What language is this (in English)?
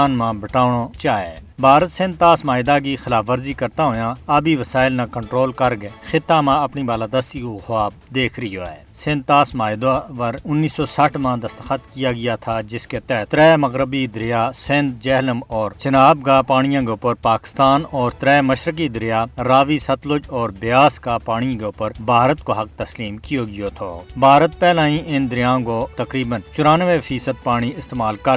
Gujari